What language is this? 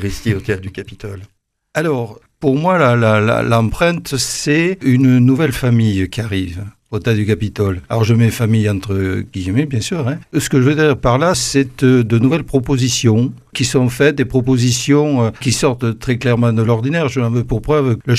French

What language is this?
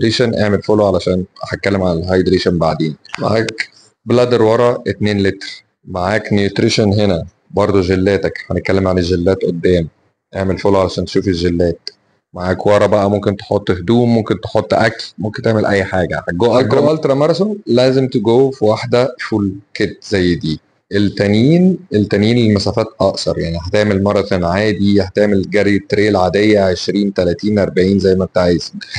Egyptian Arabic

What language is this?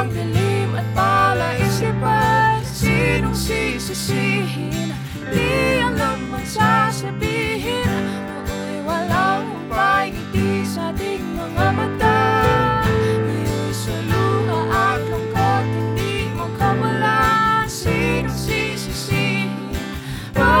Filipino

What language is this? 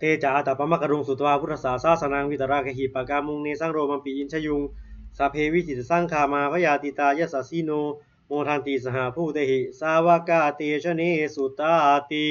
Pali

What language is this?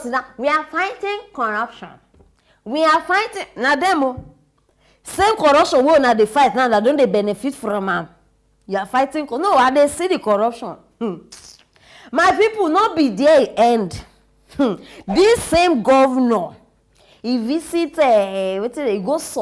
Nigerian Pidgin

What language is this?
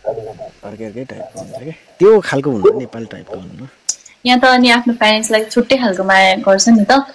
Nepali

